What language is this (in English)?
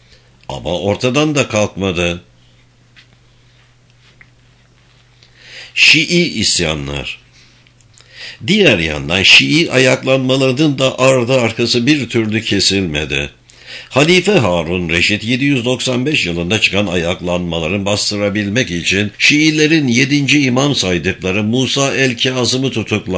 Turkish